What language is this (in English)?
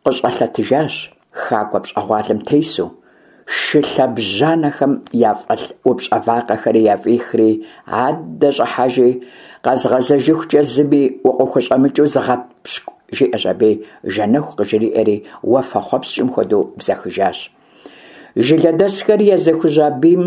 Kabardian